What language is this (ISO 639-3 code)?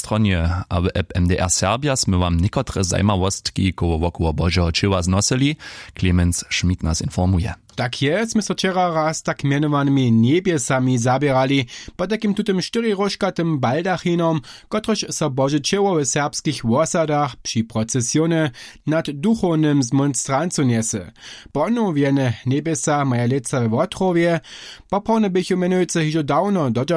hsb